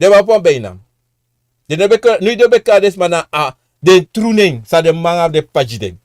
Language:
Sranan Tongo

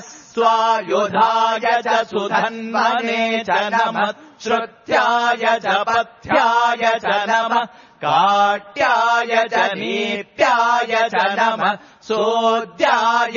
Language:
Sanskrit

